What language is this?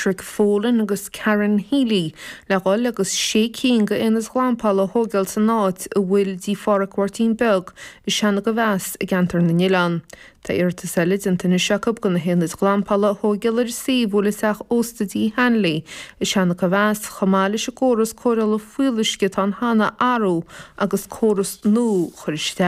Irish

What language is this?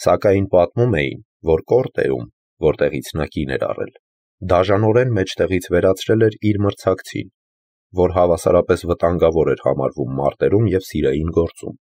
Armenian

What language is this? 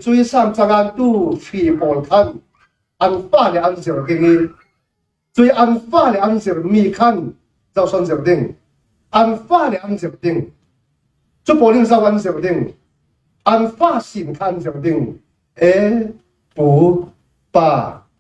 Falam Chin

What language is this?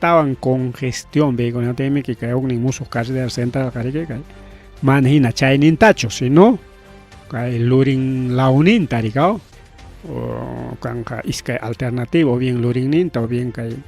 Ayacucho Quechua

